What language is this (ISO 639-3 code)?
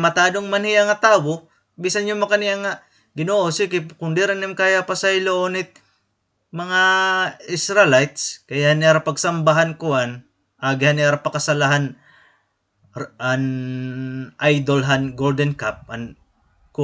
war